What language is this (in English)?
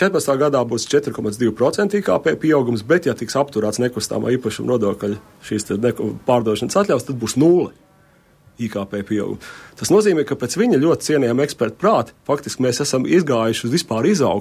Latvian